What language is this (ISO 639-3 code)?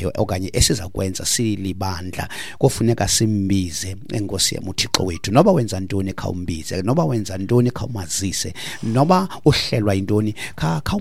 xho